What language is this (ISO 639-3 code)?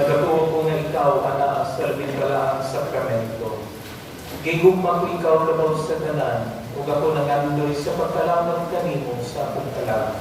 ceb